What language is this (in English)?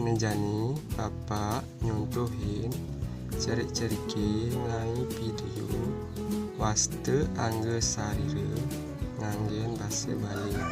Balinese